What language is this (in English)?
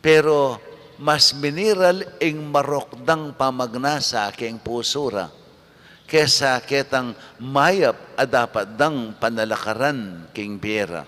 Pampanga